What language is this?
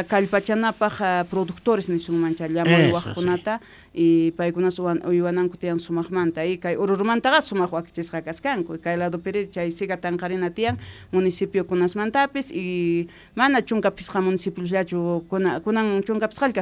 Quechua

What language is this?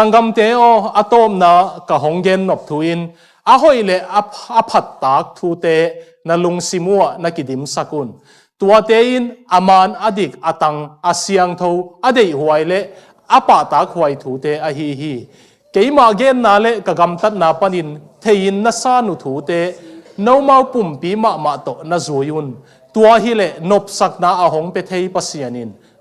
Tedim Chin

